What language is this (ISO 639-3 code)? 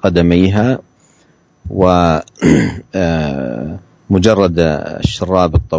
ind